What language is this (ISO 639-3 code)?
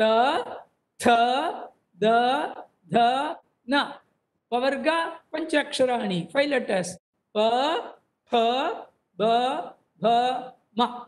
san